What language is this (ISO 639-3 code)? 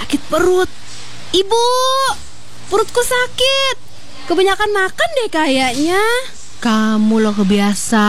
ind